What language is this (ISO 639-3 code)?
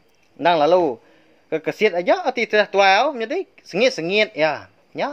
iba